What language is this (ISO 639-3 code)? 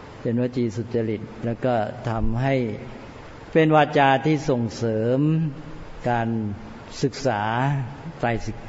tha